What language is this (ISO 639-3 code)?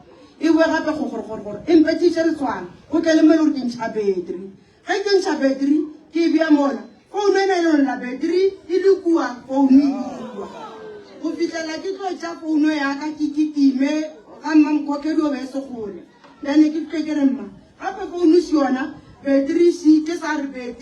nso